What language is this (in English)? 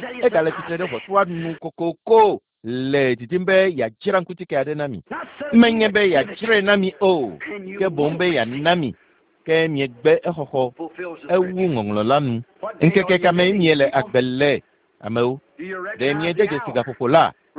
Ewe